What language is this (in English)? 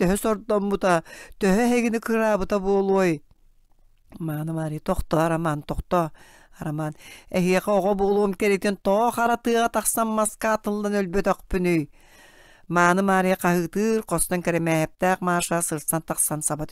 Yakut